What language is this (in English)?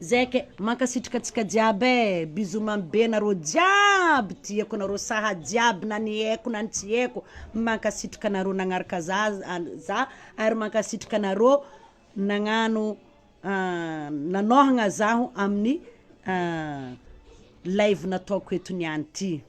Malagasy